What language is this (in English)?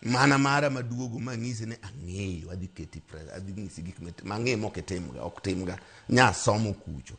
Luo (Kenya and Tanzania)